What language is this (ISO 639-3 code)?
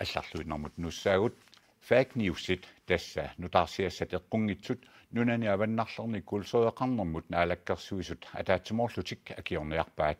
kal